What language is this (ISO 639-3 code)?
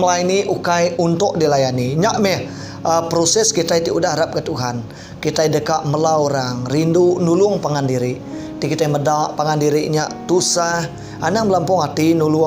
iba